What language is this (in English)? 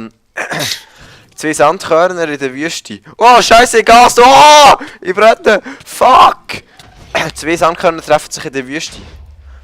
Swiss German